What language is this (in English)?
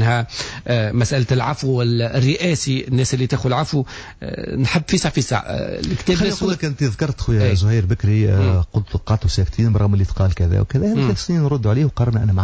Tunisian Arabic